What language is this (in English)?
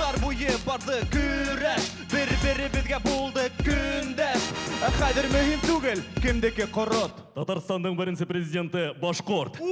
Bashkir